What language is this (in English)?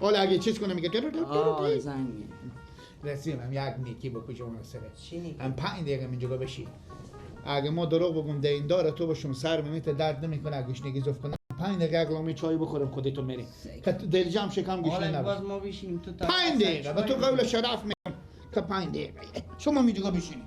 Persian